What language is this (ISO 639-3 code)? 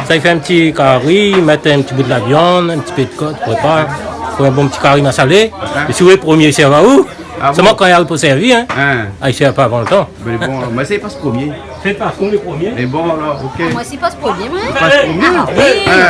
rcf